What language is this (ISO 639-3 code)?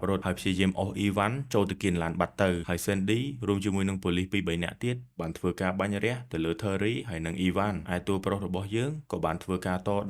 khm